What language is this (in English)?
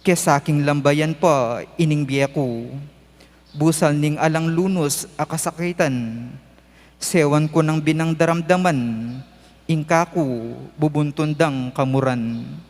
Pampanga